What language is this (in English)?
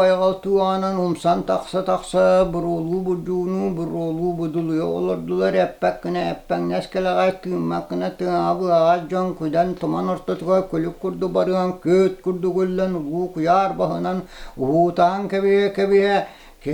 Yakut